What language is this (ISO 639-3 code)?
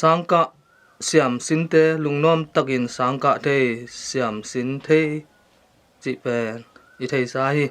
ctd